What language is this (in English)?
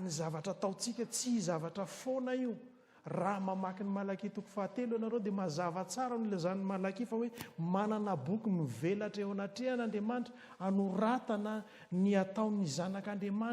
Malagasy